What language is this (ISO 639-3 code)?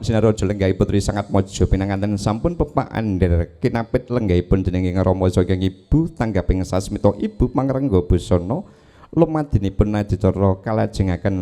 jav